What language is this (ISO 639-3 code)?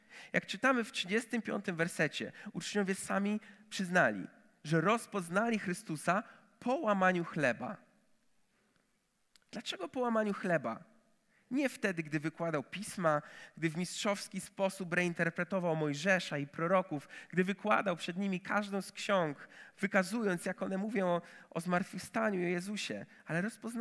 pol